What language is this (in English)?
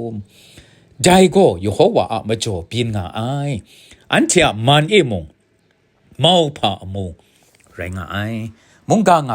Kachin